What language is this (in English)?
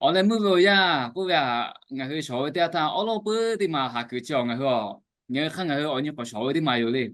Lahu